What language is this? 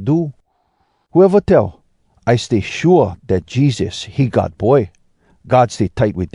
Hawai'i Creole English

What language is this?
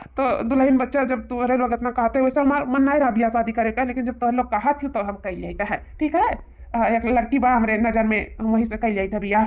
Awadhi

